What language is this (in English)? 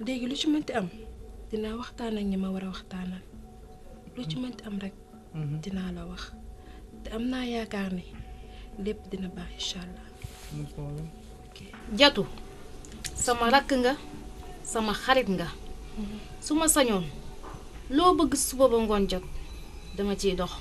Wolof